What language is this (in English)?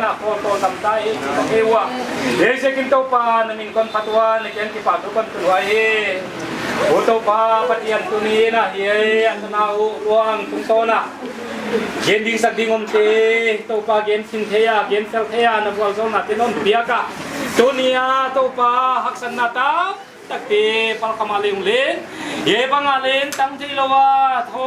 Paite Chin